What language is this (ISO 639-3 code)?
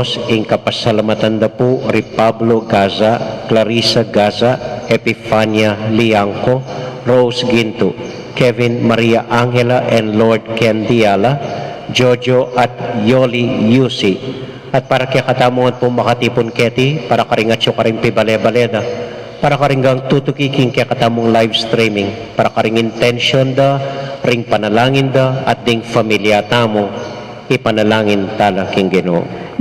pam